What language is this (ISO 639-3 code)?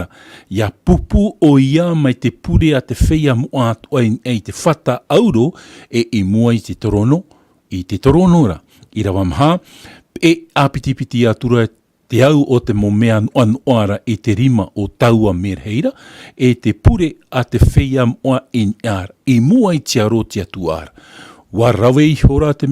tah